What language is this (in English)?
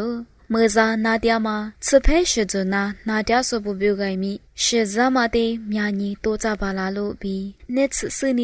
Lisu